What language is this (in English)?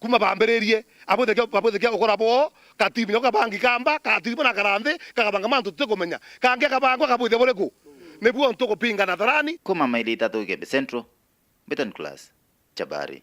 Meru